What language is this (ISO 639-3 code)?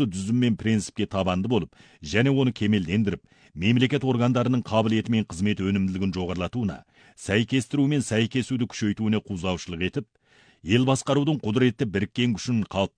kaz